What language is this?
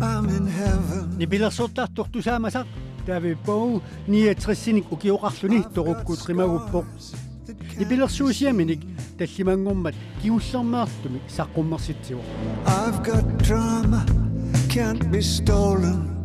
Kalaallisut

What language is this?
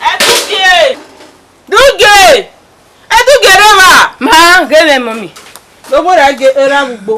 Bini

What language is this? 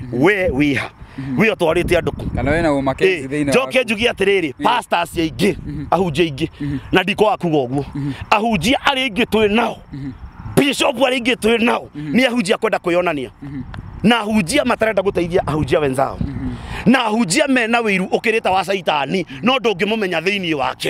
Kikuyu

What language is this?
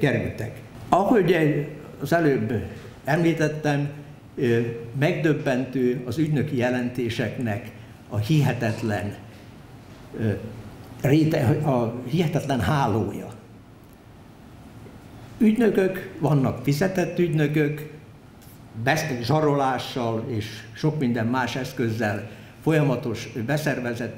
Hungarian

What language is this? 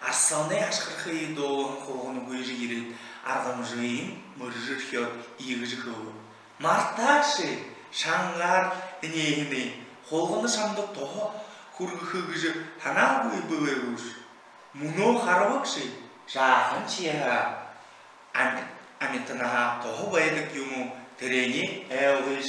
Buriat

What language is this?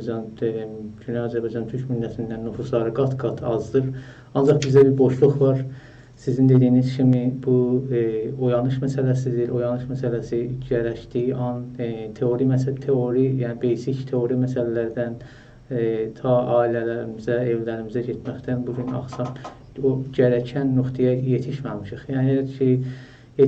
South Azerbaijani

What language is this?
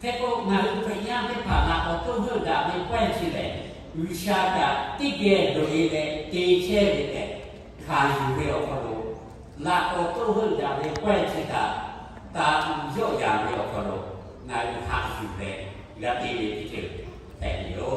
Lahu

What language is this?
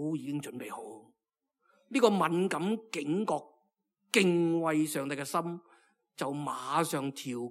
Cantonese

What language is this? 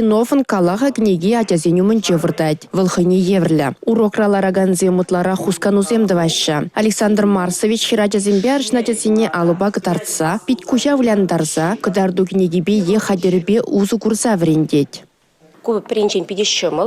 Chuvash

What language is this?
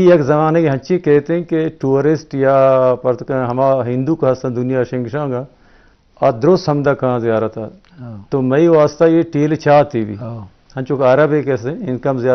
Eastern Balochi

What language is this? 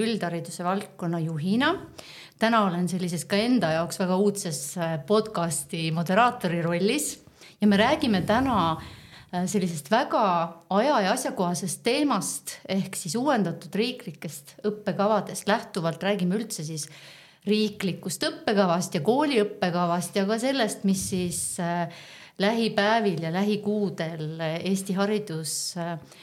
Estonian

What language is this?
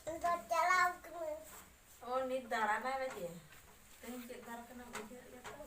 Santali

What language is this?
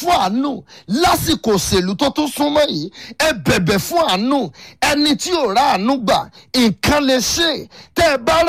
Yoruba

